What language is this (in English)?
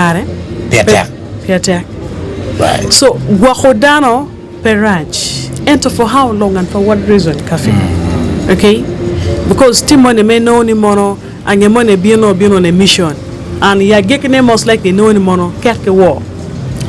Acoli